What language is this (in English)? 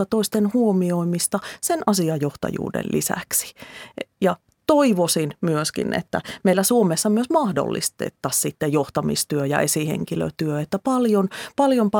Finnish